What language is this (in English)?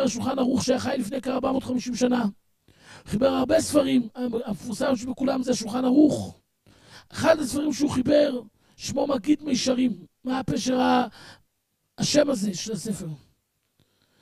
Hebrew